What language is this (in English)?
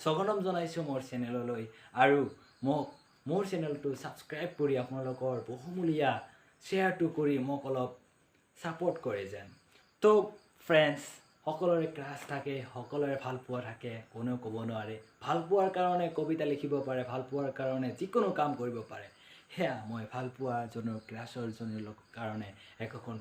Assamese